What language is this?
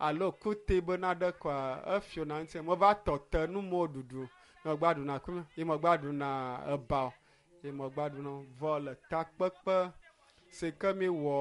Ewe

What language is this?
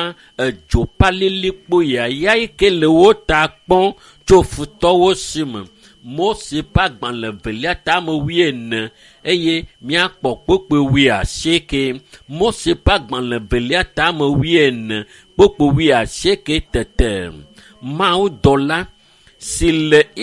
Ewe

